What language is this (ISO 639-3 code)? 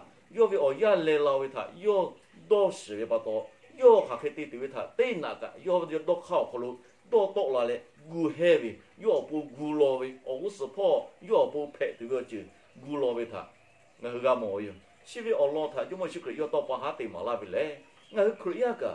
lhu